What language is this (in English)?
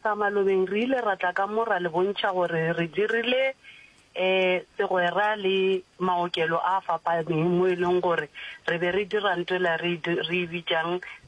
Northern Sotho